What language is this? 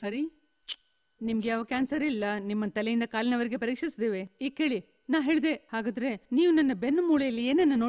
Kannada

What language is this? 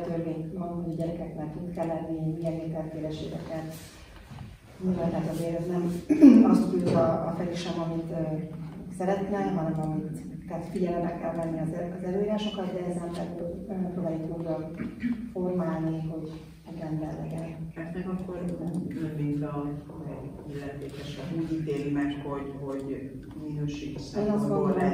Hungarian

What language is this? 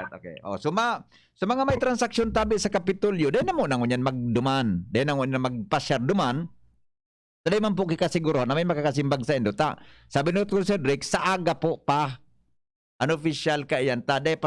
Bikol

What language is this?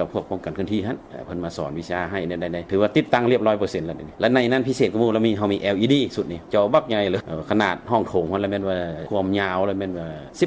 Lao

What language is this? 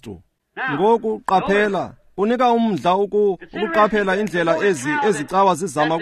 Xhosa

